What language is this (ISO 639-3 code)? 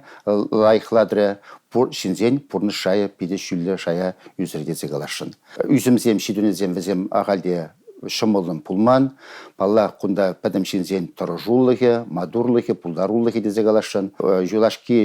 chv